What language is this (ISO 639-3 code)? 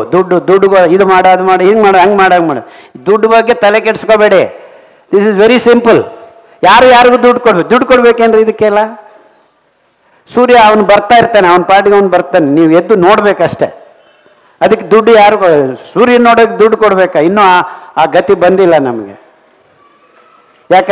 kan